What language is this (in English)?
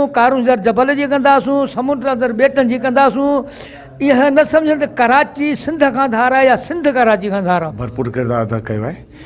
Sindhi